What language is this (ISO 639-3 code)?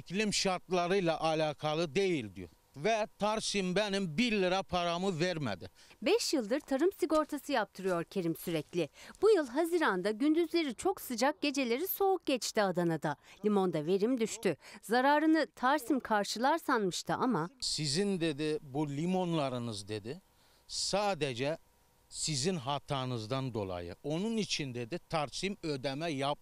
tur